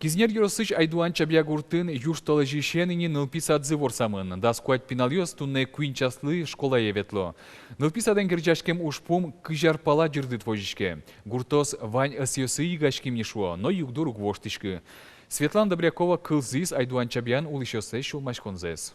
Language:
Udmurt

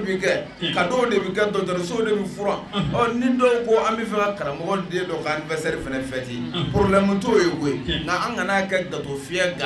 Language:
Bambara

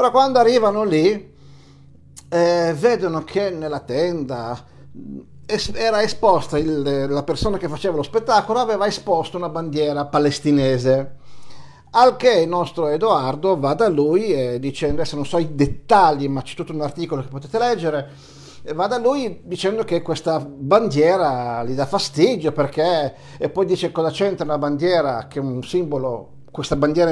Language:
Italian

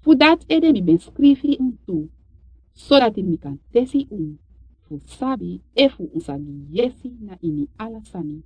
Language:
Sranan Tongo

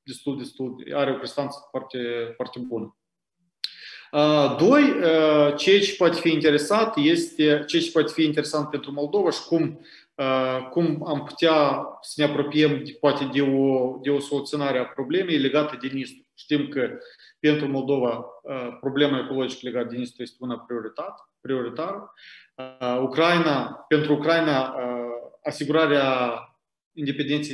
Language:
Romanian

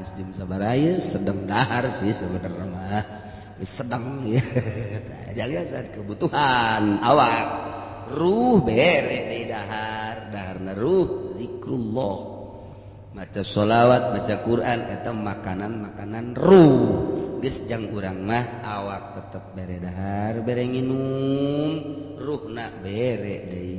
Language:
Sundanese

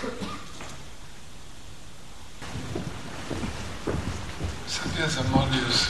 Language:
Croatian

